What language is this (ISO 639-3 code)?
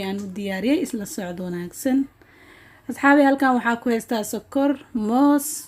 som